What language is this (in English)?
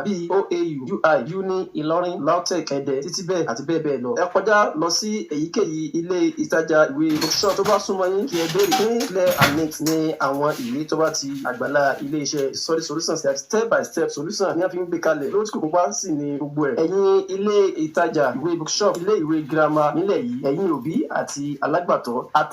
Yoruba